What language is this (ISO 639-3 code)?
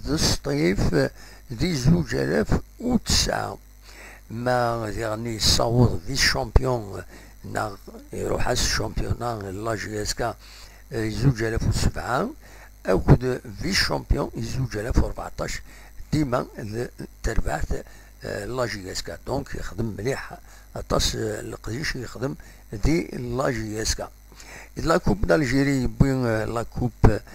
kab